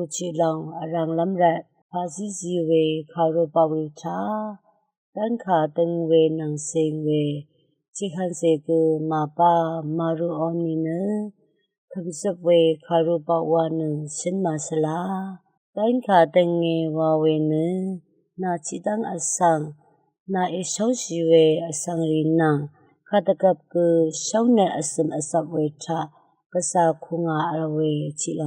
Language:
Rawang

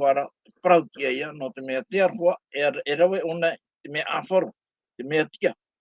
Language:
Tahitian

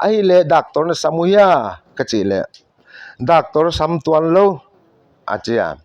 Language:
Paite Chin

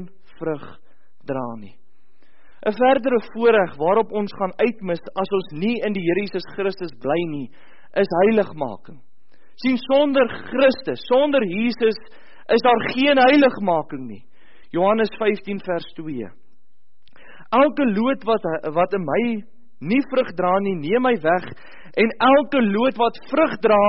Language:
Afrikaans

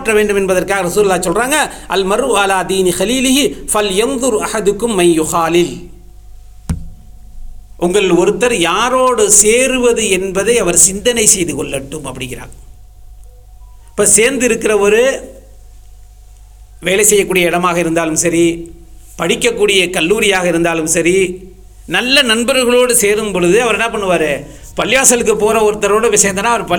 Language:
Tamil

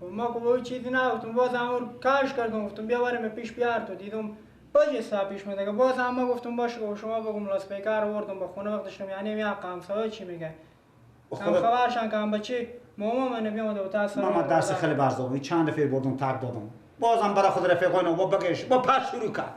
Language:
Persian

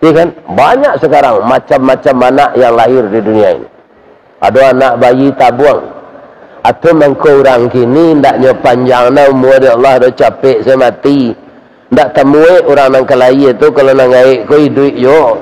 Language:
Minangkabau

